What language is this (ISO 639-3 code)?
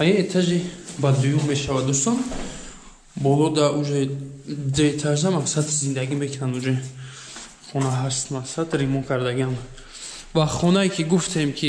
tgk